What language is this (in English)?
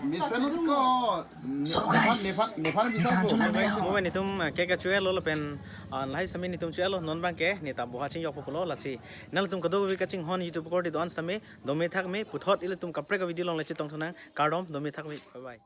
Karbi